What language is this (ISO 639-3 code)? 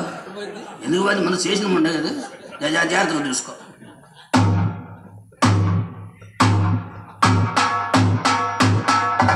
tel